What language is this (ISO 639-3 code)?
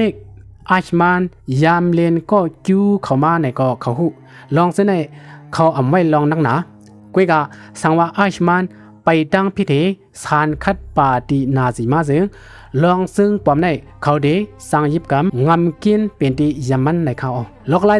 shn